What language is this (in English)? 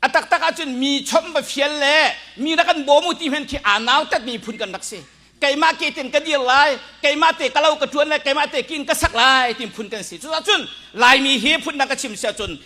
Hakha Chin